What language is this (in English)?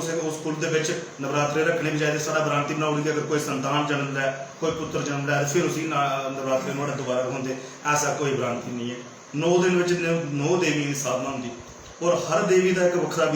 Dogri